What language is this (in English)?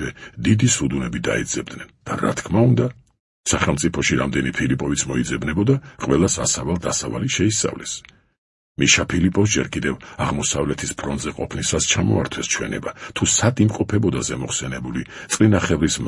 Georgian